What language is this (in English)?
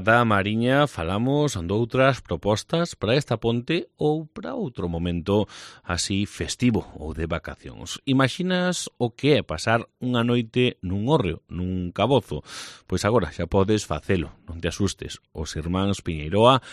Galician